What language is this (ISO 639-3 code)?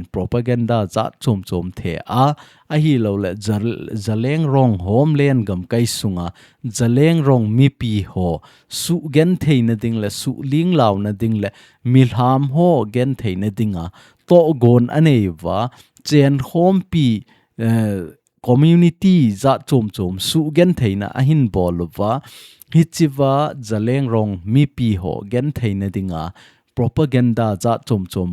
tcz